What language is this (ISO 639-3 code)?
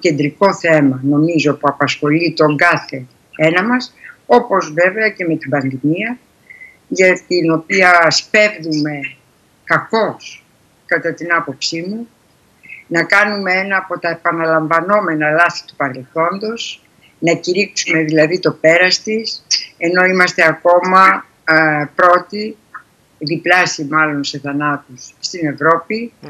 ell